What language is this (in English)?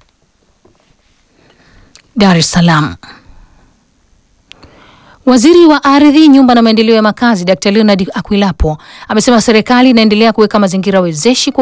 Swahili